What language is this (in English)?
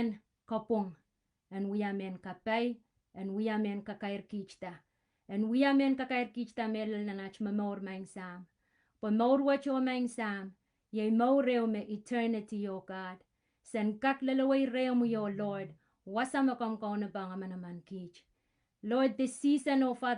Pohnpeian